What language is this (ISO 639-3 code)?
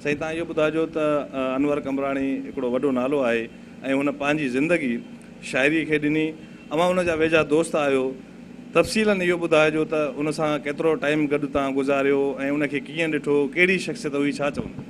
snd